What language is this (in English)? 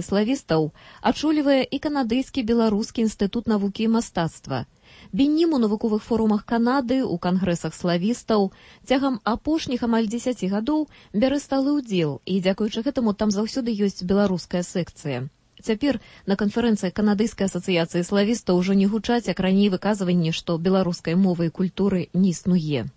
Belarusian